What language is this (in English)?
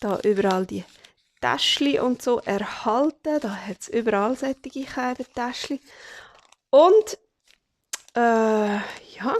Swiss German